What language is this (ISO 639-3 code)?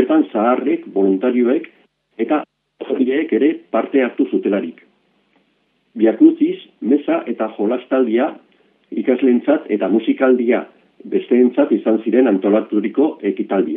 eus